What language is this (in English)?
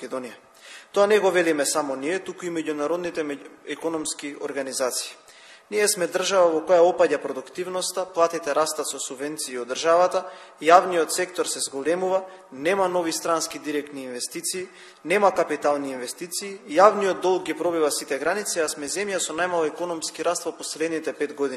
Macedonian